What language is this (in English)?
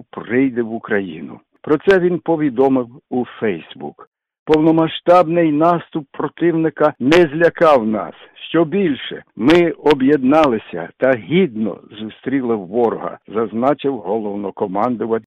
Ukrainian